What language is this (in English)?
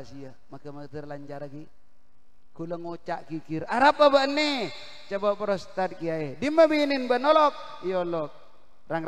Madurese